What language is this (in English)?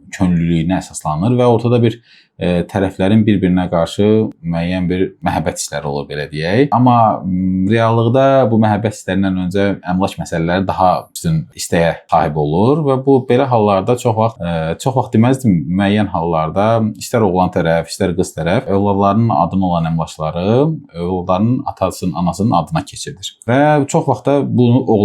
Azerbaijani